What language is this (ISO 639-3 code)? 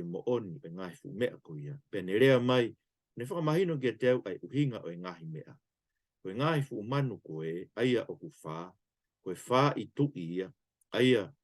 ton